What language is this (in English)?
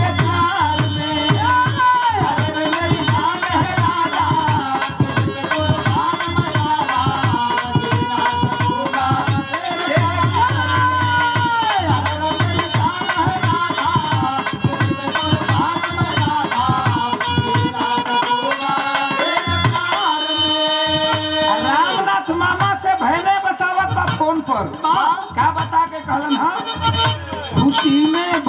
Bhojpuri